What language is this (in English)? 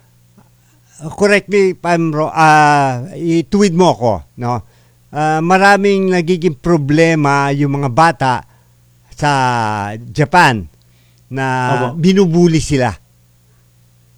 Filipino